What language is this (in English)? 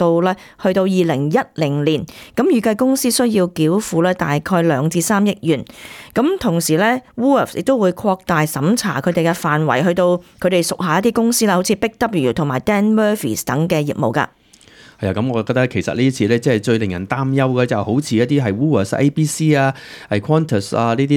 Cantonese